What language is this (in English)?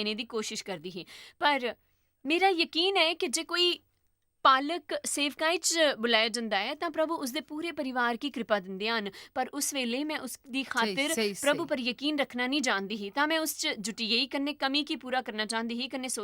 Dogri